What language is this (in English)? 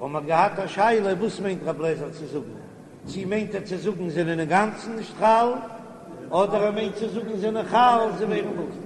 Yiddish